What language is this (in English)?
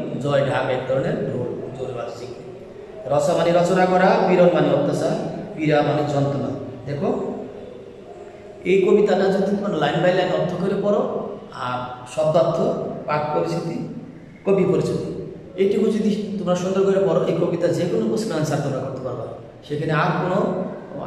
Bangla